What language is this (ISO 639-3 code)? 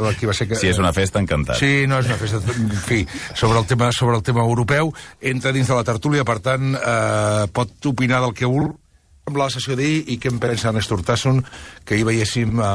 cat